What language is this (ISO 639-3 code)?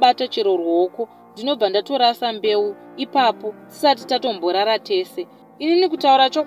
sna